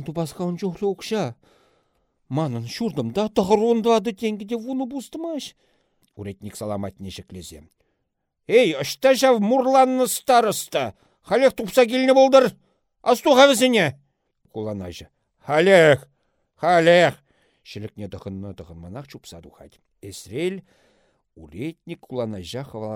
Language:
Chuvash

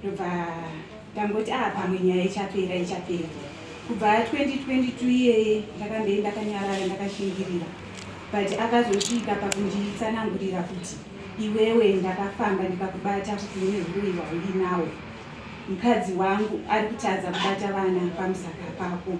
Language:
Shona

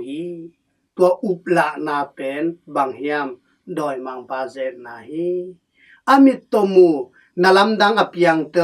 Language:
Tedim Chin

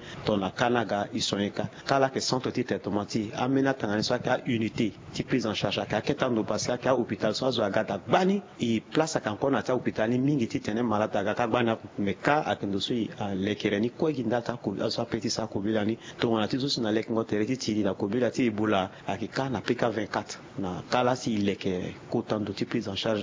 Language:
Sango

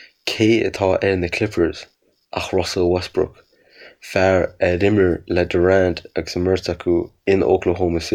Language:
Irish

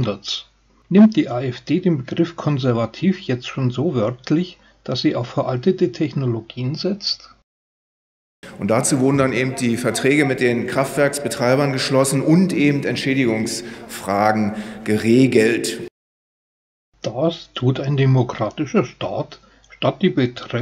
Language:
German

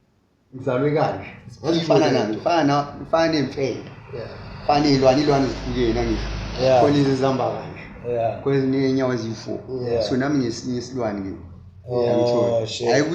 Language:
Zulu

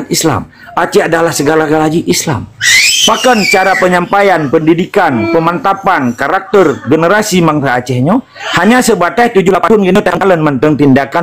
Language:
Achinese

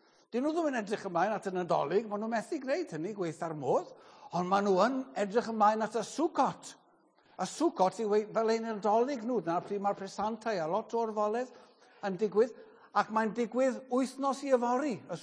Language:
Welsh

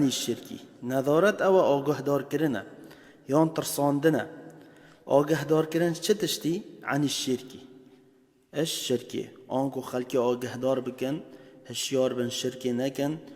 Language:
Kurdish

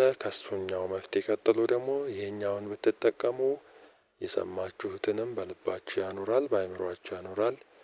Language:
Amharic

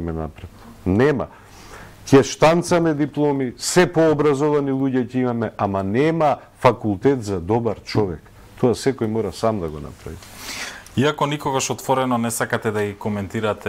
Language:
Macedonian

